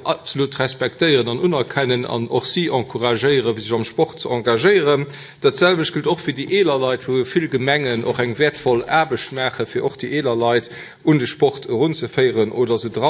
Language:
Luxembourgish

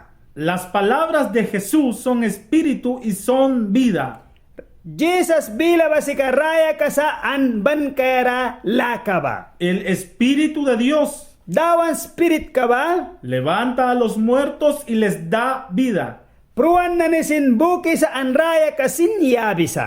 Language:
Mískito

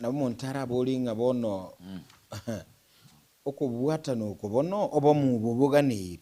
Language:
Gusii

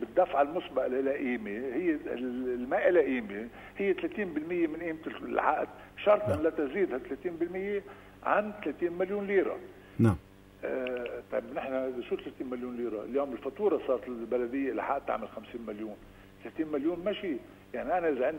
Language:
North Levantine Arabic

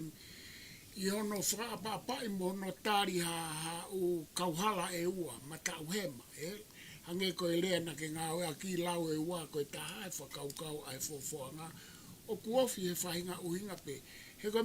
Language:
Tongan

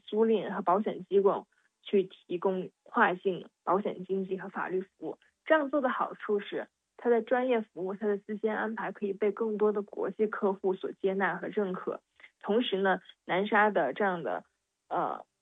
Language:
Chinese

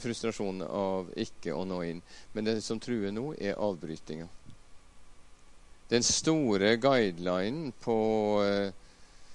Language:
Norwegian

